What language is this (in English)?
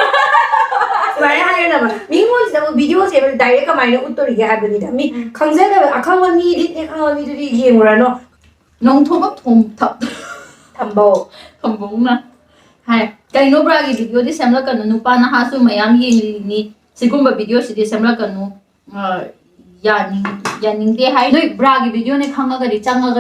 Manipuri